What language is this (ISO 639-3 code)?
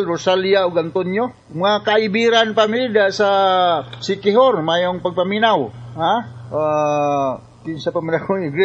ceb